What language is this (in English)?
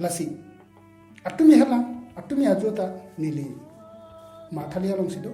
Karbi